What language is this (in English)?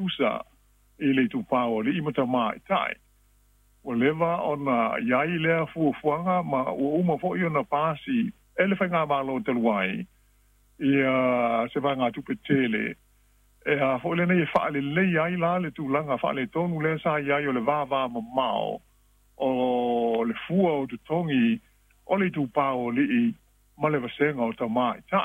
Samoan